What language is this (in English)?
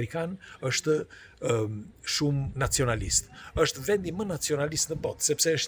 Albanian